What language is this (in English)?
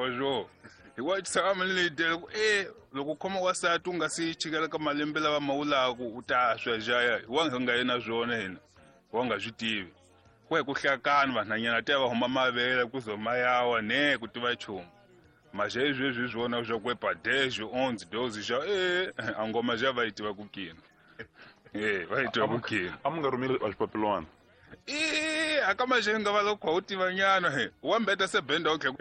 Tsonga